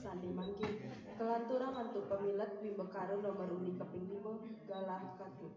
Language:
Balinese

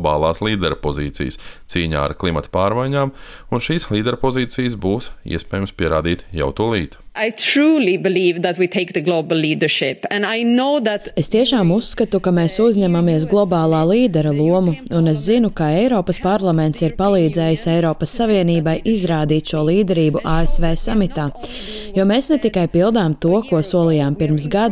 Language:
Latvian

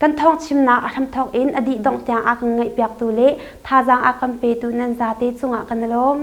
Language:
Hakha Chin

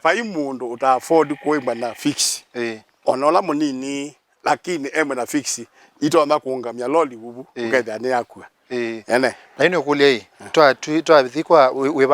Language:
Kamba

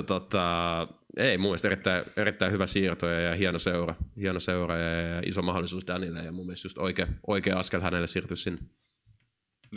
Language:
Finnish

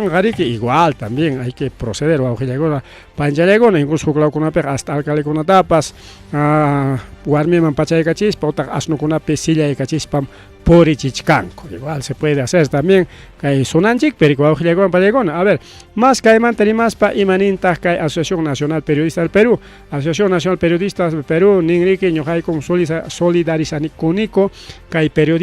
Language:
Ayacucho Quechua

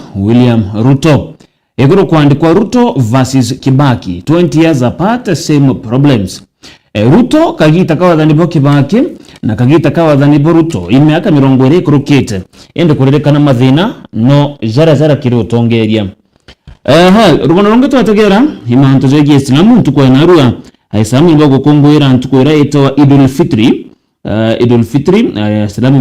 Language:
Meru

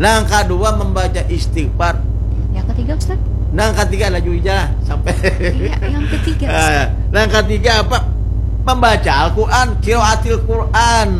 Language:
Banjar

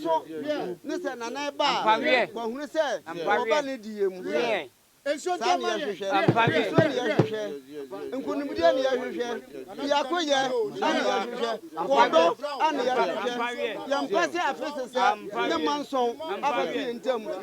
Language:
Akan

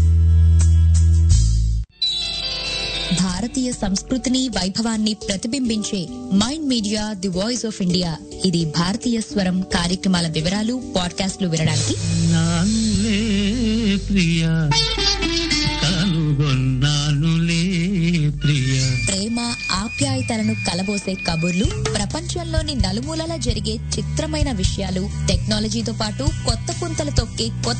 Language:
Telugu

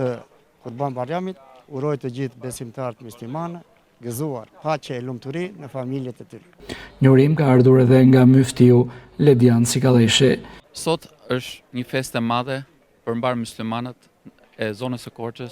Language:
Albanian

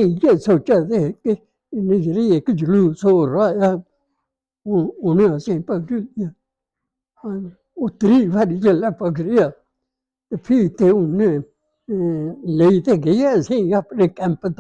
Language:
Dogri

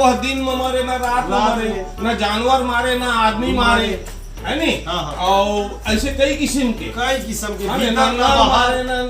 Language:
Chhattisgarhi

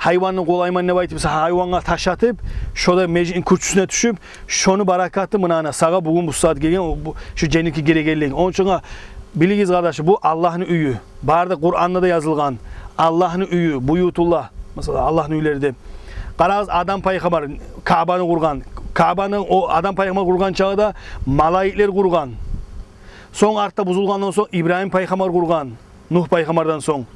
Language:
Kumyk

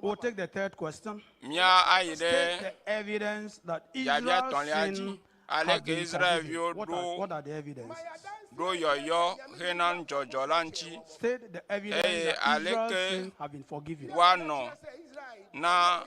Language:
Ewe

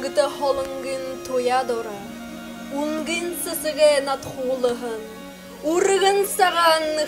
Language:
Buriat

